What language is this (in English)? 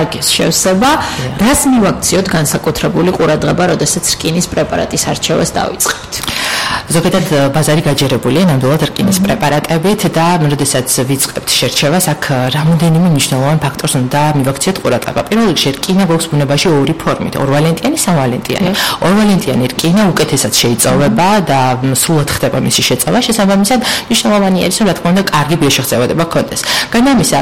Georgian